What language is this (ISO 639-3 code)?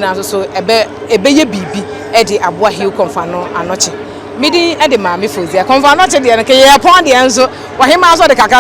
aka